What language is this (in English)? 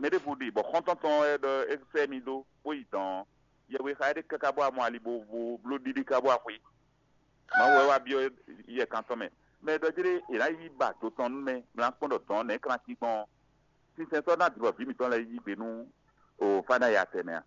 Fon